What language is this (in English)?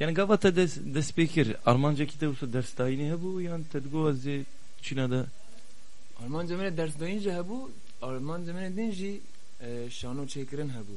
Kurdish